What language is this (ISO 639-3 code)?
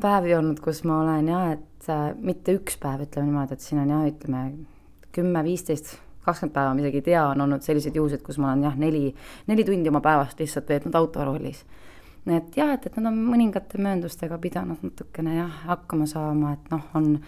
est